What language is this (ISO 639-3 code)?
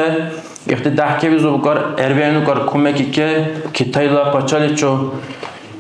dar